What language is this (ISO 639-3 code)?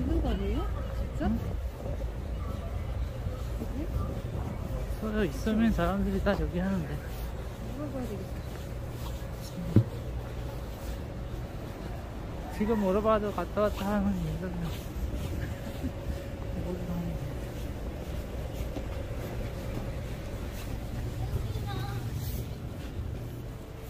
kor